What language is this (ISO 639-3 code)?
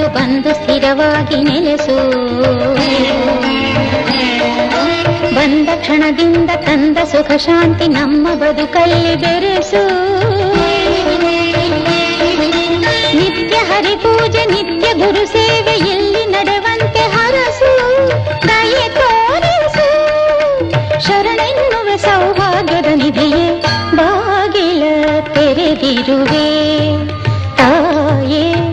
kan